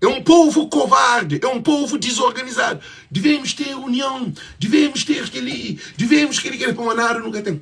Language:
Kabuverdianu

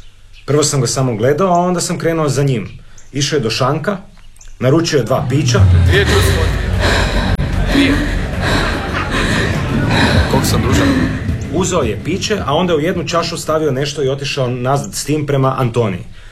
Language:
Croatian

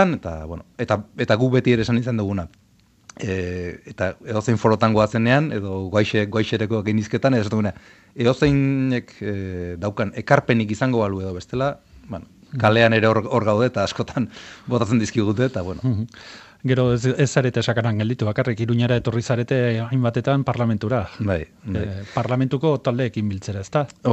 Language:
Basque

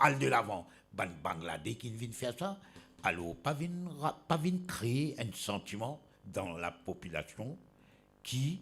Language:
Morisyen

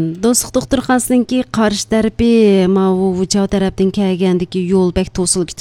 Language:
Uyghur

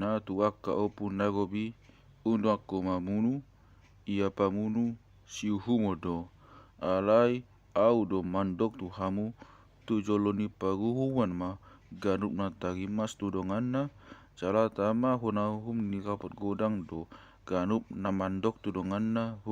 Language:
Batak Toba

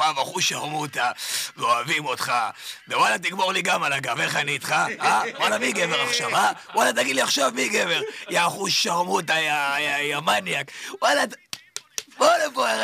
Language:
Hebrew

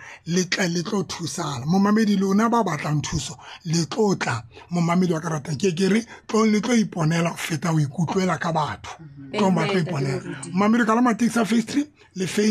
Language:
Tswana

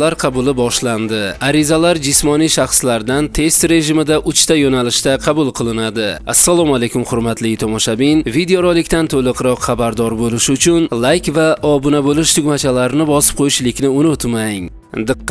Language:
Uzbek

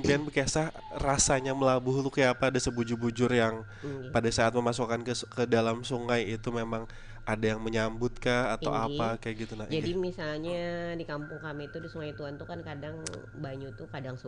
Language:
Banjar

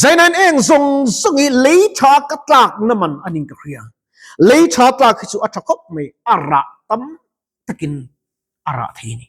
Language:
Mizo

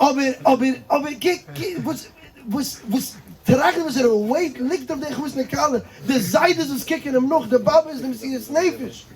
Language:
Yiddish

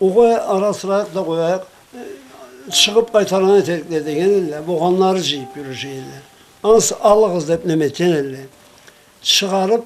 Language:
Karachay-Balkar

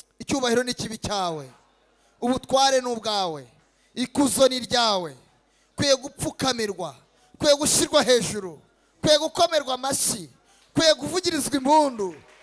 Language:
Kinyarwanda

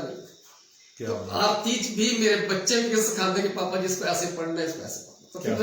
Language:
Dogri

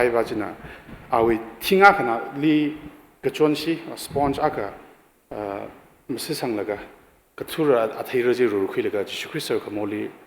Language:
Tangkhul Naga (India)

